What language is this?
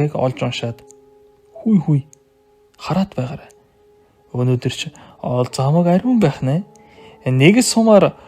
Mongolian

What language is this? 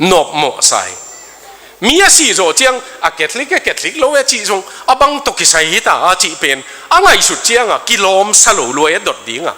Tedim Chin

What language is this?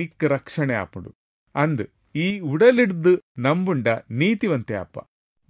Tulu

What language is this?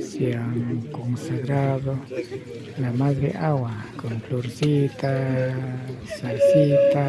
Imbabura Highland Quichua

